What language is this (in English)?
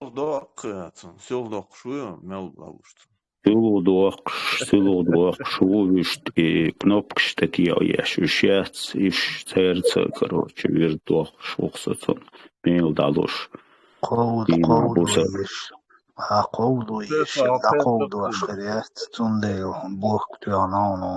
Chechen